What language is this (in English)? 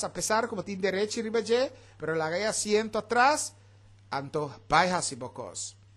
Papiamento